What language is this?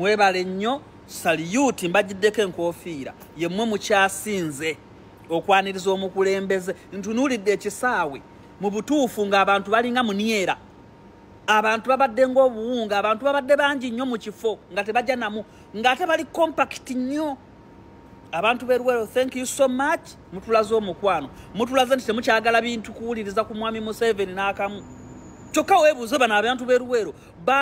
Ganda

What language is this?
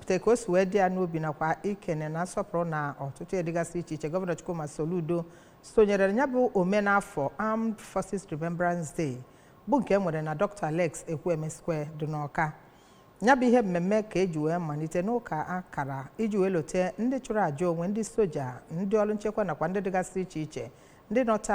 Igbo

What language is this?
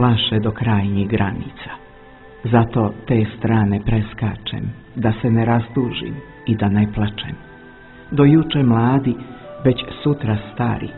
Serbian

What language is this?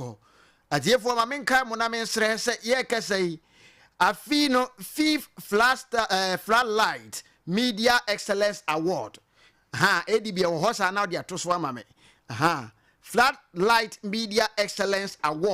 Akan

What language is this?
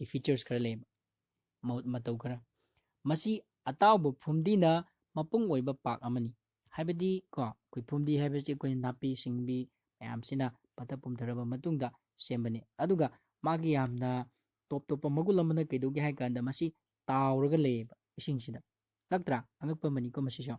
Manipuri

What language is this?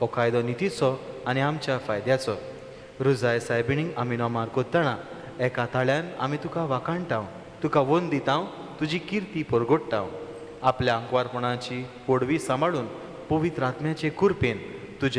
Konkani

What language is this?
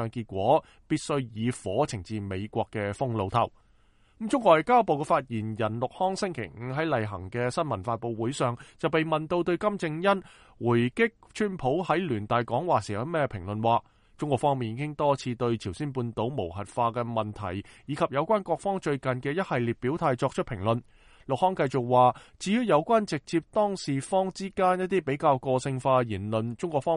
Cantonese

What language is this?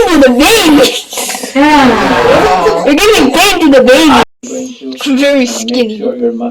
Manipuri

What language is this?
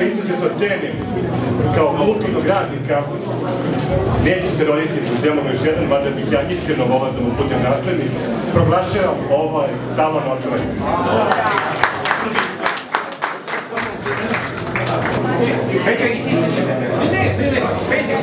Serbian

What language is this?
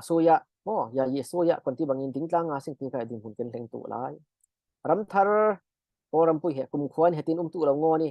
Falam Chin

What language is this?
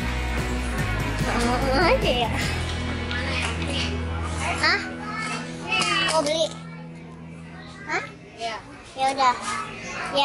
Indonesian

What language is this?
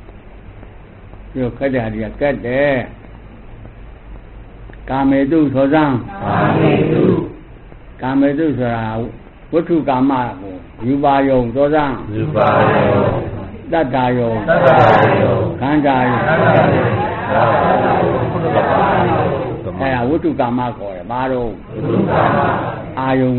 Burmese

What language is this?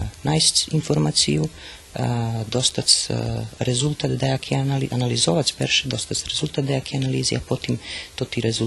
Rusyn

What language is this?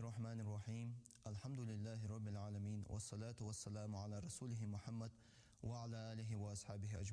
Ingush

